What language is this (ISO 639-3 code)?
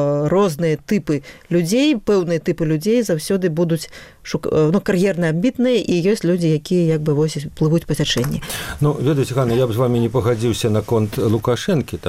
bel